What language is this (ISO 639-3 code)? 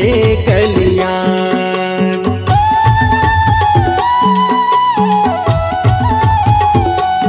hne